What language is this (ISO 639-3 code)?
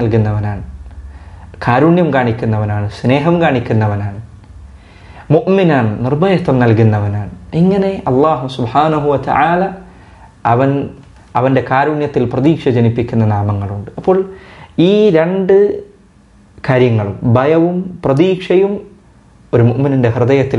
mal